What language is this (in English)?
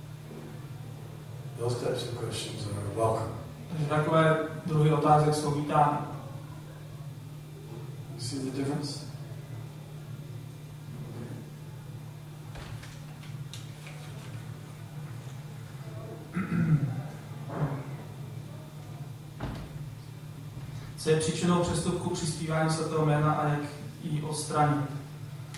Czech